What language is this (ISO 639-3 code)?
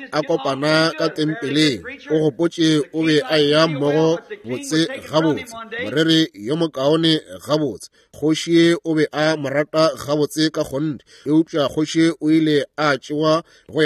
nso